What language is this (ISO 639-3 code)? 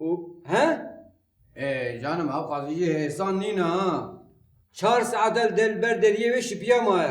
kur